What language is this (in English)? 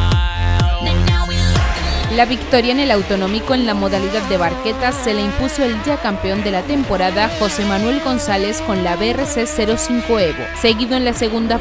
Spanish